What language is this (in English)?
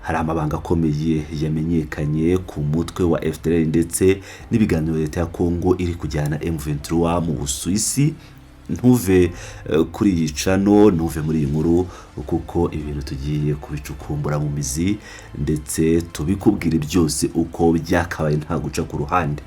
Kinyarwanda